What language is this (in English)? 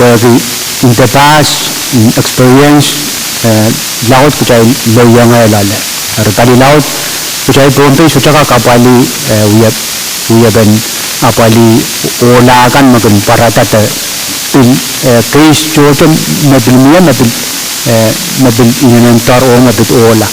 Pohnpeian